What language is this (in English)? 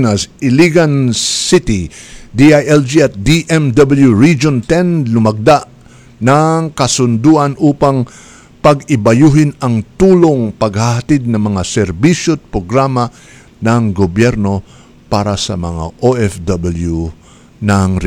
Filipino